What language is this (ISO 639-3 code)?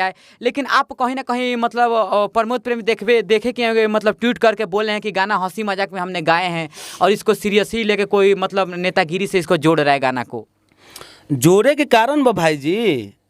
bho